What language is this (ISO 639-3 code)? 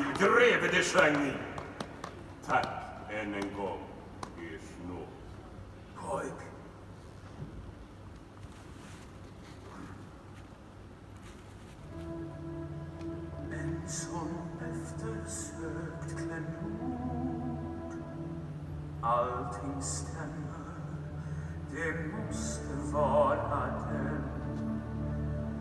swe